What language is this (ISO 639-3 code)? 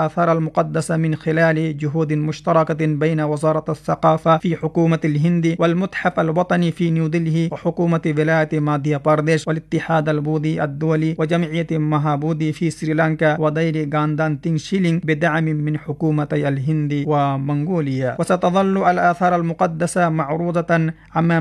ara